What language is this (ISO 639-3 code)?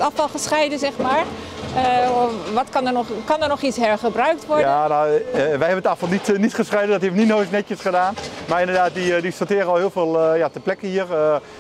nld